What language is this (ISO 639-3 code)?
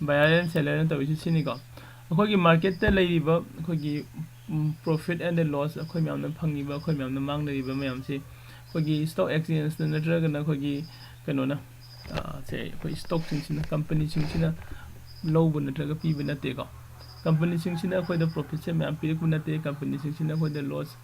mni